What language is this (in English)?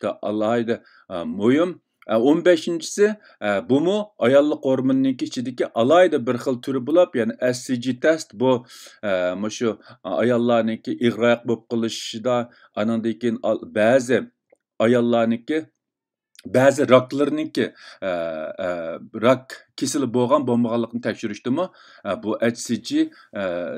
Uyghur